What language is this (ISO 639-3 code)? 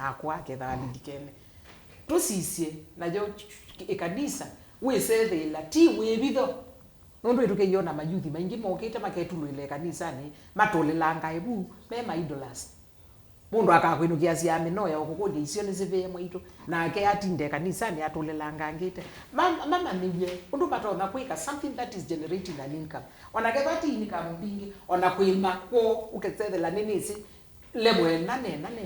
kam